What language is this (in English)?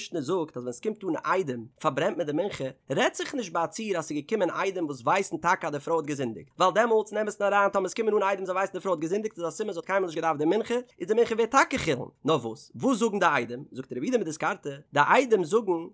Yiddish